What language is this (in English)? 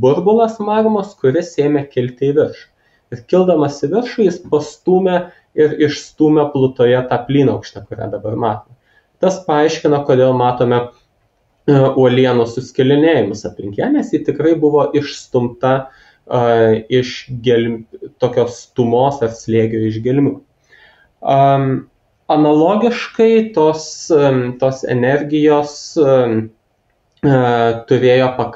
Lithuanian